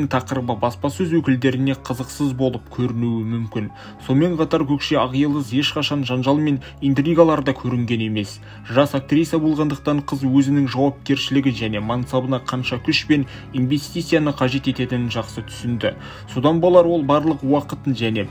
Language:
Kazakh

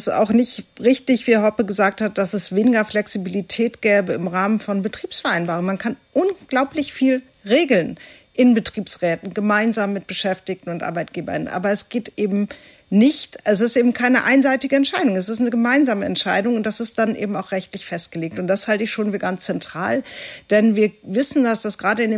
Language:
German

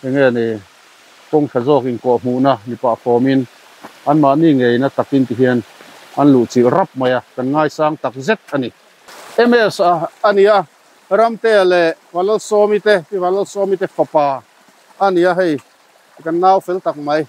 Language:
Mizo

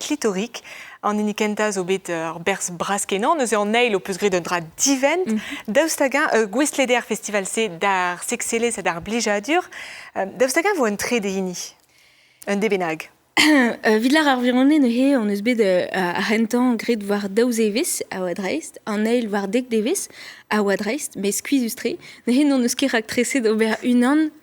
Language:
Breton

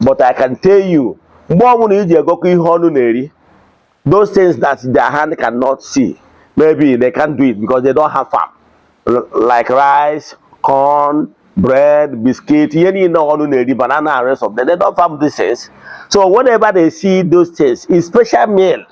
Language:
Igbo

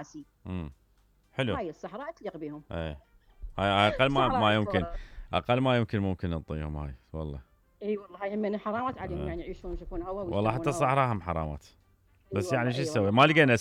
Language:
Mesopotamian Arabic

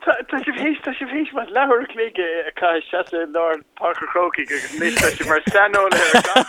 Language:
Irish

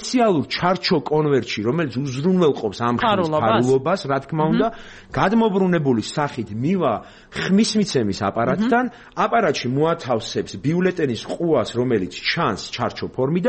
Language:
Georgian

